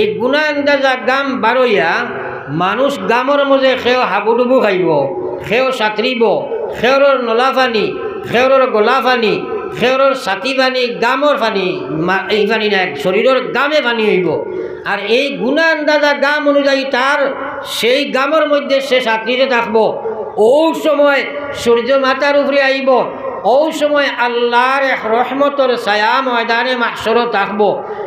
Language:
Sylheti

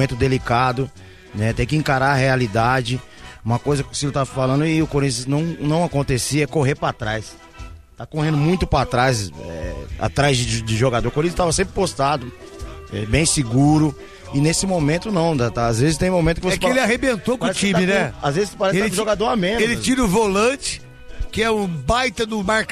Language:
Portuguese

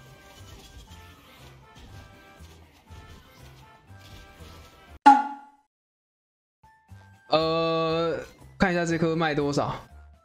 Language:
Chinese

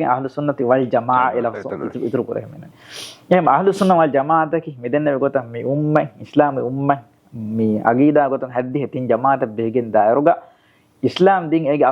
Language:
Divehi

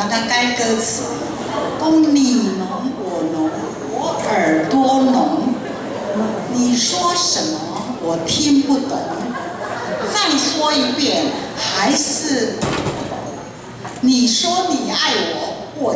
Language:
Min Nan Chinese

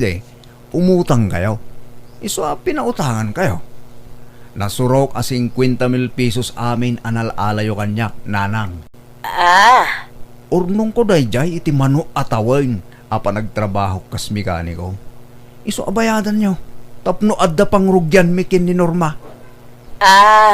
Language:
Iloko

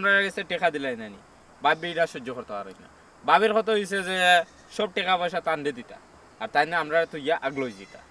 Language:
Sylheti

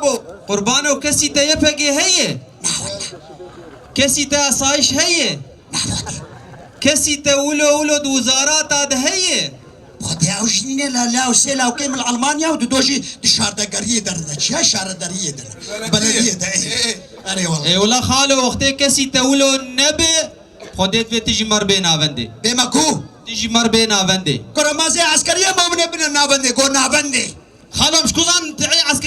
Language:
Kurdish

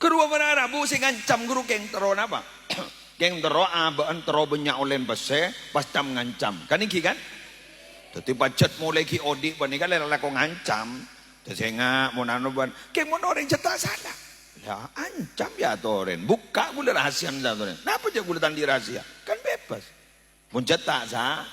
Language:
Madurese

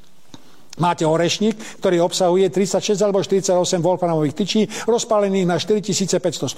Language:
Slovak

